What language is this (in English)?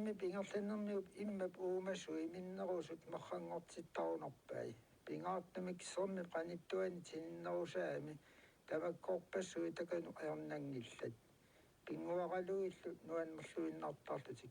Kalaallisut